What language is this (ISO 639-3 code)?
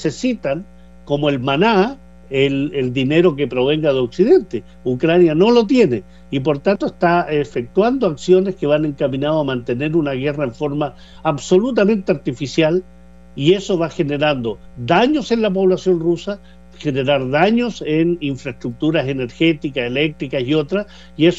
spa